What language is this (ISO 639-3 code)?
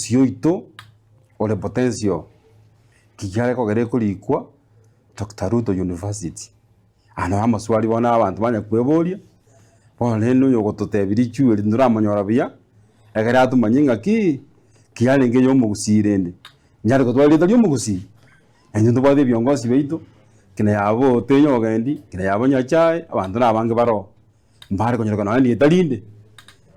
guz